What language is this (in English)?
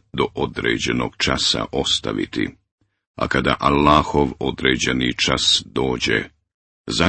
Bosnian